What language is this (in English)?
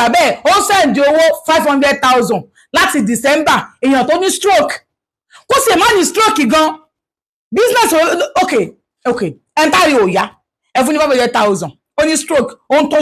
Yoruba